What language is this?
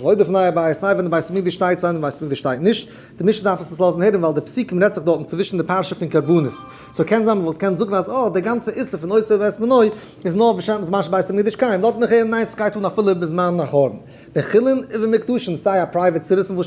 Yiddish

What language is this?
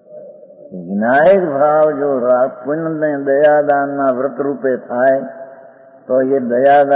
Gujarati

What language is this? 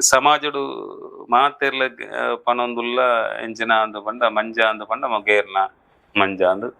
Tulu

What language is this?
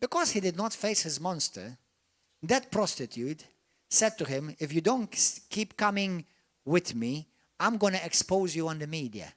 English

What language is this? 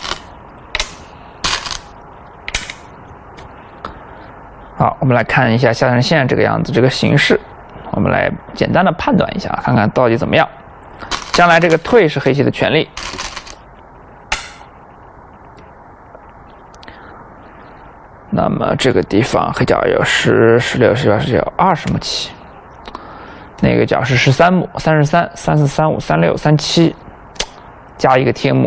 Chinese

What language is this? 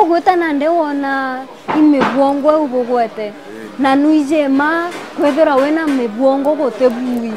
Meru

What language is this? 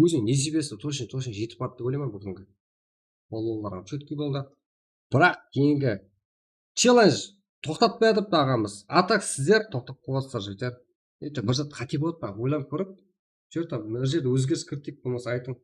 Kara-Kalpak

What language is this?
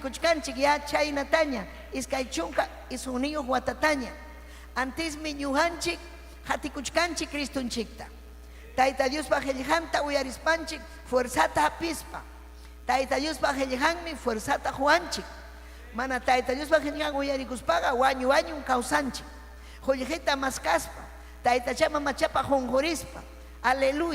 Ayacucho Quechua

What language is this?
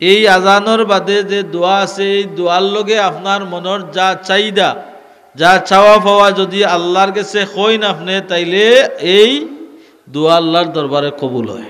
Sylheti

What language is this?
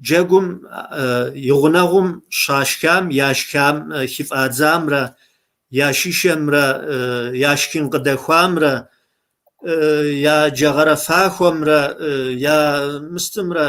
Kabardian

